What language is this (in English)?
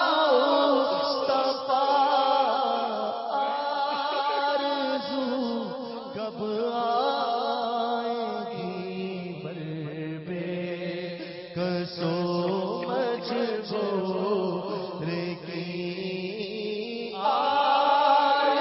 Urdu